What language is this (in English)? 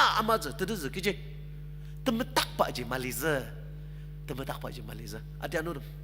Ao Naga